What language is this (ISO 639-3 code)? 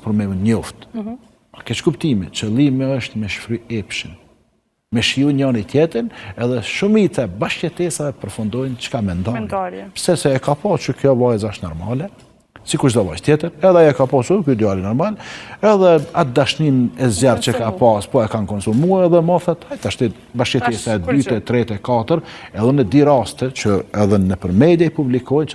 sqi